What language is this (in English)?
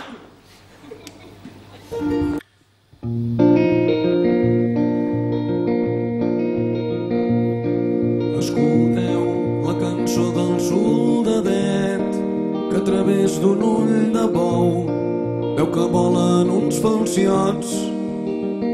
Catalan